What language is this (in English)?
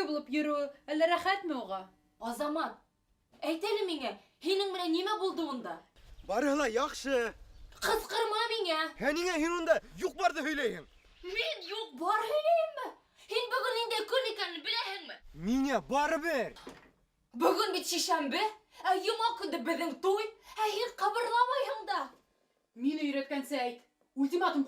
Bashkir